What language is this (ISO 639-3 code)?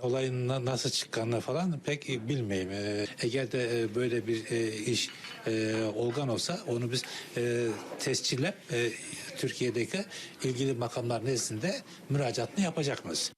crh